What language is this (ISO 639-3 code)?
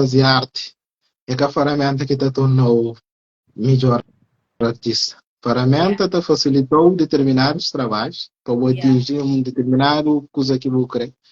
kea